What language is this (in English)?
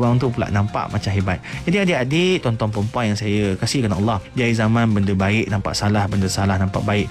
Malay